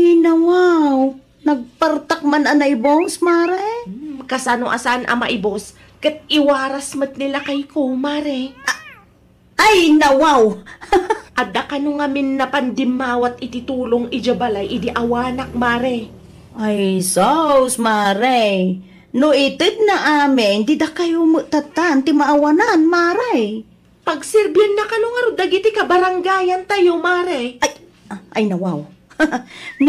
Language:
Iloko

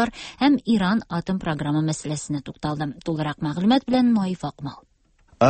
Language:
Tatar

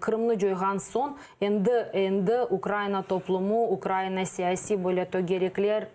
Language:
Crimean Tatar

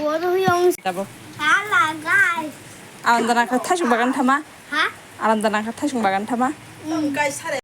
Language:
Kok Borok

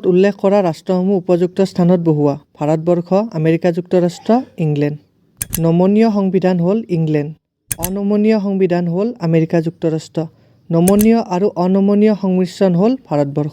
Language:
Assamese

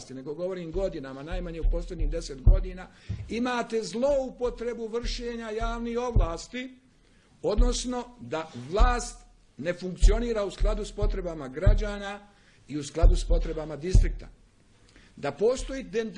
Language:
Bosnian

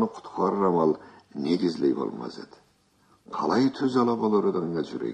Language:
Karachay-Balkar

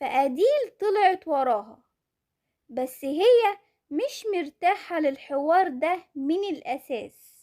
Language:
Egyptian Arabic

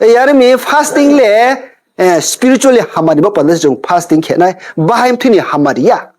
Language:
Riang (India)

